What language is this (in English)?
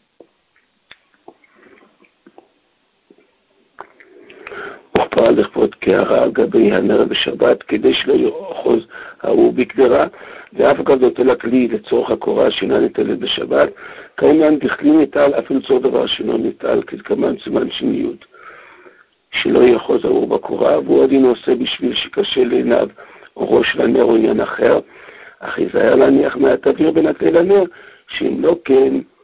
Hebrew